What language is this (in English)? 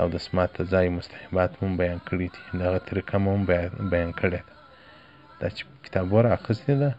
Pashto